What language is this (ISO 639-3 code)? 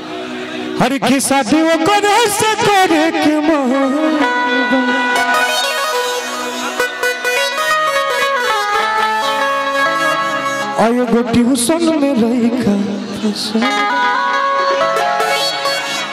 bho